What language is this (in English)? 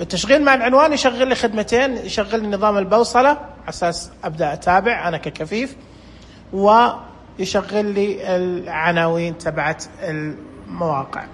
Najdi Arabic